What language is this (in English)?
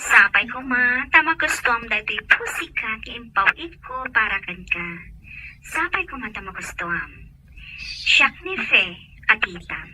Iloko